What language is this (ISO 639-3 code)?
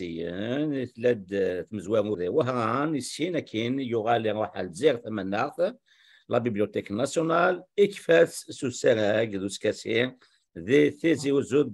kab